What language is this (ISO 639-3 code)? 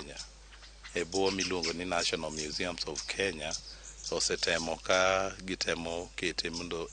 luo